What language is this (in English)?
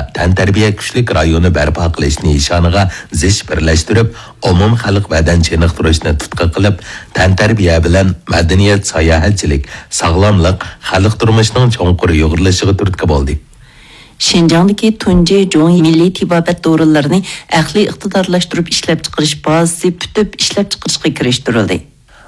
Uyghur